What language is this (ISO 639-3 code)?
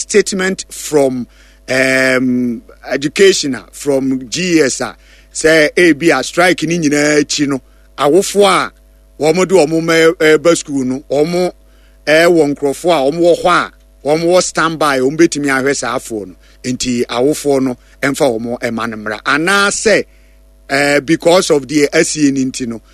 aka